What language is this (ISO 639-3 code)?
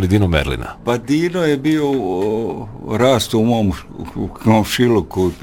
bos